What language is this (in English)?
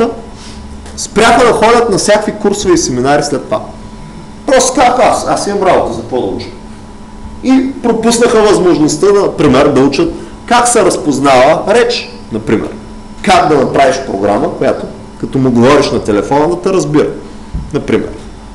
Bulgarian